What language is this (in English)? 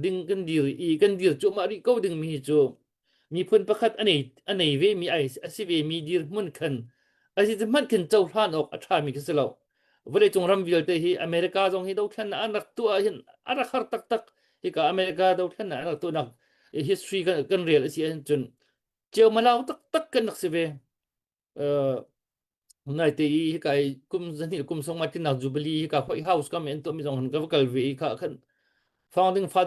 Hakha Chin